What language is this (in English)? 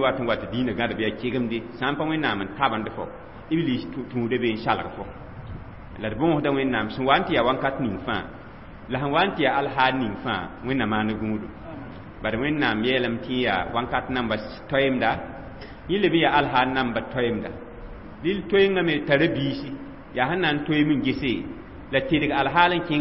Mossi